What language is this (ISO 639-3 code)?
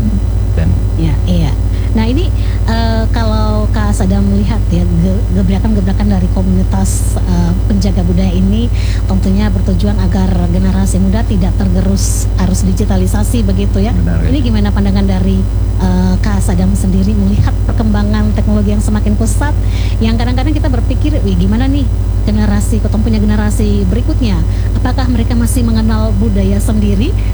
ind